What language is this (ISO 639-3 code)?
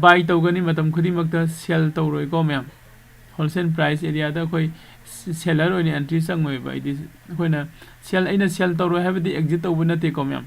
mni